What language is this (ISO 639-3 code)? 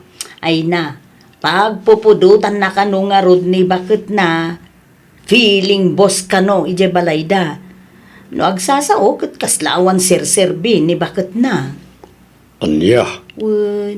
ilo